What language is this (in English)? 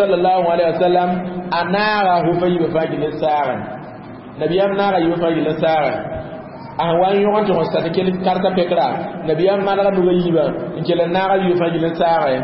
Mossi